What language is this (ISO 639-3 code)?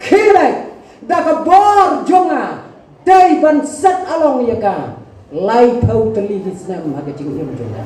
kha